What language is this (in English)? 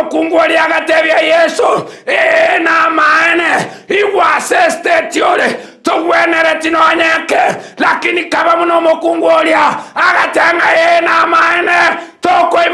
Gusii